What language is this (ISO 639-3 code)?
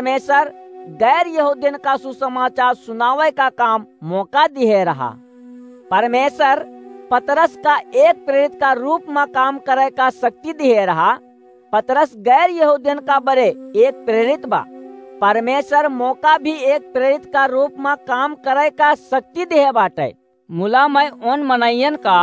awa